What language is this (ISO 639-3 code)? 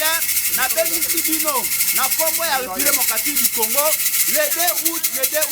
lin